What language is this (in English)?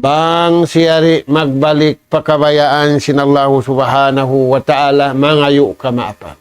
Tausug